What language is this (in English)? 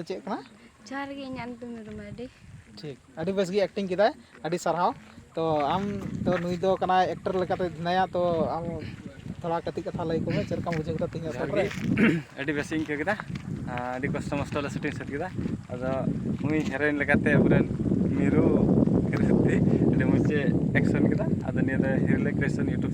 Santali